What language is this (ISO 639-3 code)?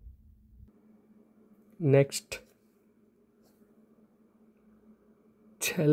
kan